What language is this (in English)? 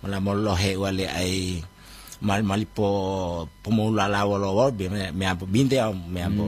Gorontalo